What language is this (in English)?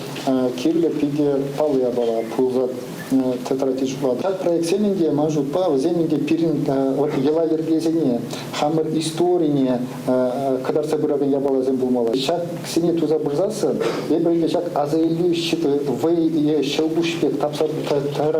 Chuvash